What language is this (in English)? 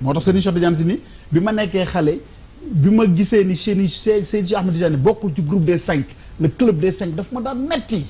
Wolof